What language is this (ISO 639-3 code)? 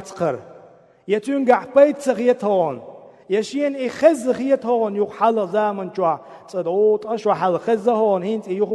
che